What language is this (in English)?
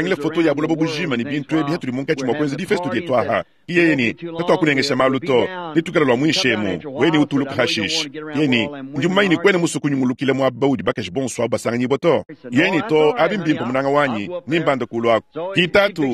Luba-Lulua